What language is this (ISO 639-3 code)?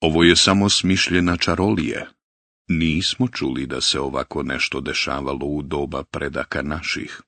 bos